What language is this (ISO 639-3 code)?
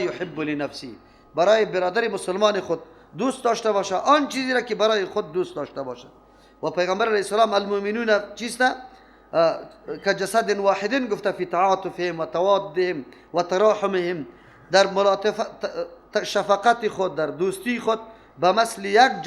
fas